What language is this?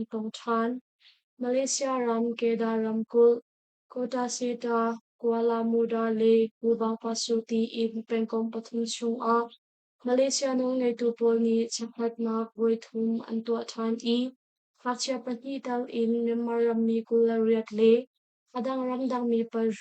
Hakha Chin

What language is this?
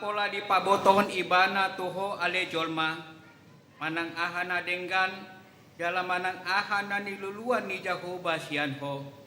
Batak Toba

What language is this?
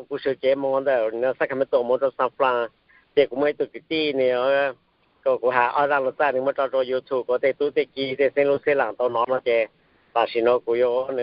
Hmong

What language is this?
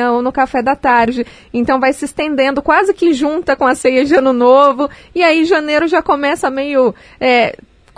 Portuguese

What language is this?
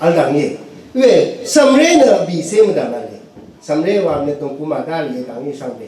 Rawang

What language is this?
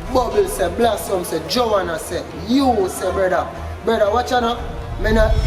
Jamaican Creole English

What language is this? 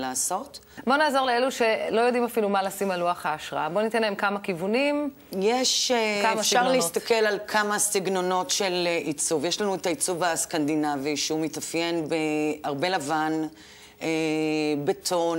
Hebrew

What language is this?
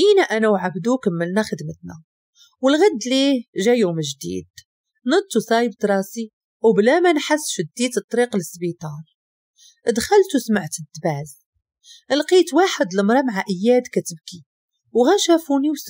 Moroccan Arabic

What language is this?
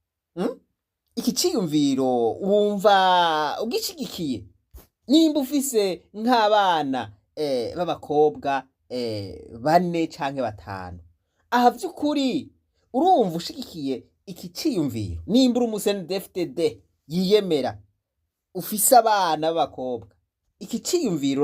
Rundi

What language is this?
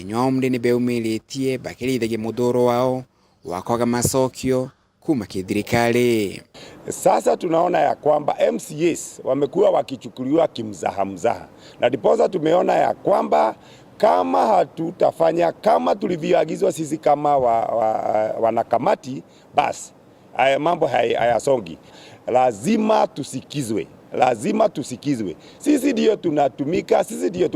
Meru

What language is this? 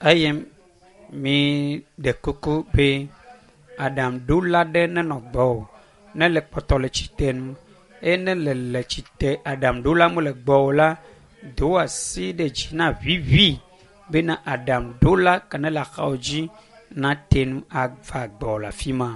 Ewe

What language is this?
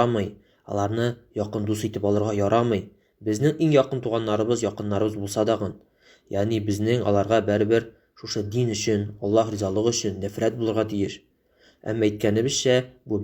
Tatar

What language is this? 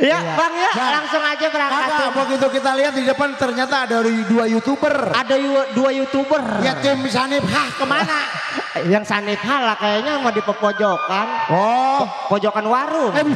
Betawi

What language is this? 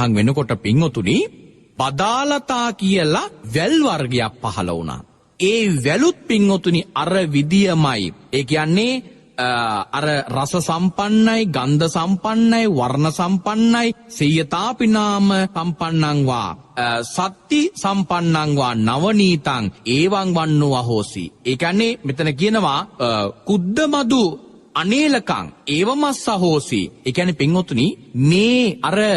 Sinhala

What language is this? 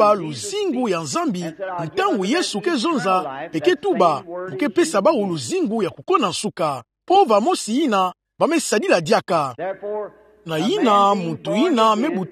Kituba (Democratic Republic of Congo)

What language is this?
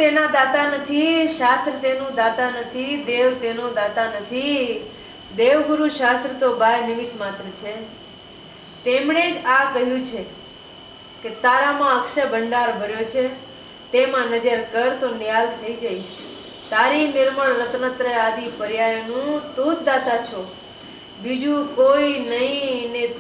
Gujarati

